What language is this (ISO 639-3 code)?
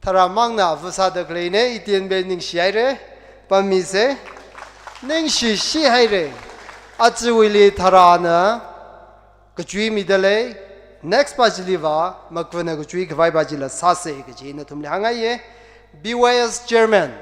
nmf